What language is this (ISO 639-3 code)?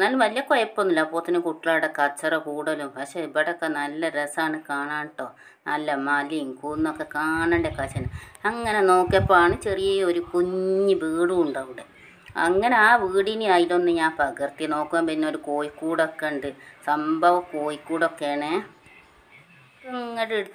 mal